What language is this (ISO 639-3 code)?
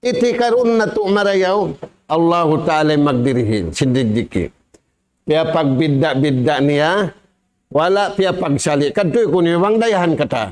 tsg